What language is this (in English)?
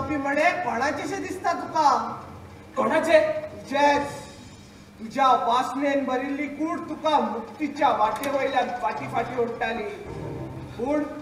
Konkani